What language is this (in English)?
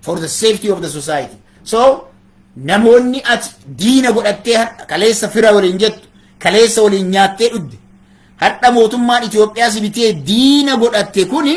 Oromo